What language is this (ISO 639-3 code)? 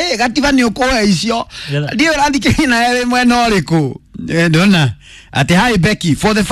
kik